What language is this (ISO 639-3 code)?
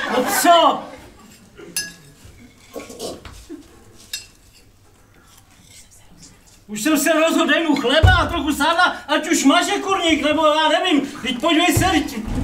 ces